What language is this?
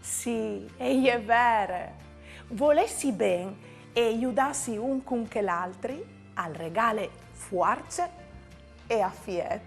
Friulian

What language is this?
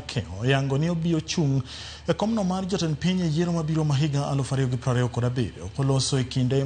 Luo (Kenya and Tanzania)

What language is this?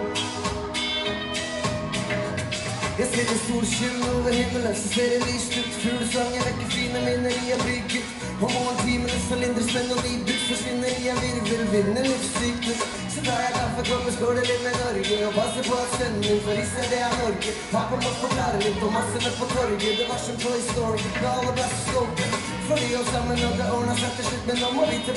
Norwegian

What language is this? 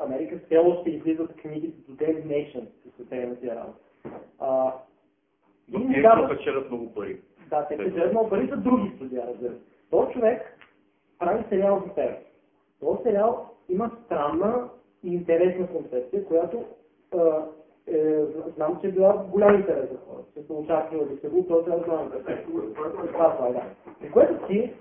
Bulgarian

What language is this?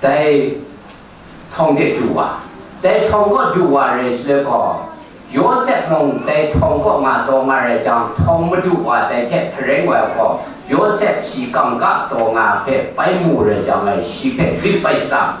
Kachin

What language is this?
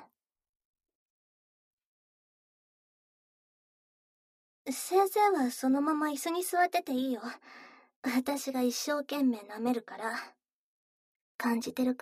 Japanese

